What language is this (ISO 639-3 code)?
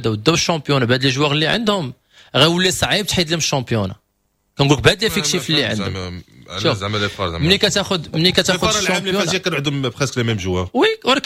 ary